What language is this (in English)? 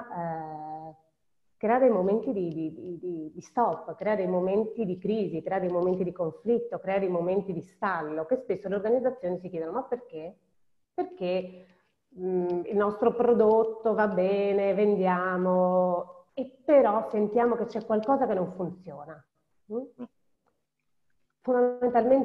Italian